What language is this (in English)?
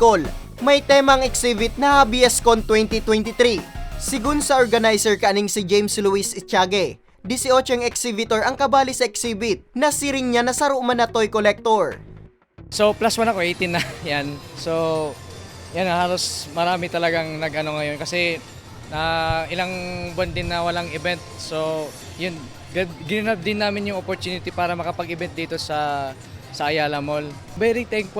Bikol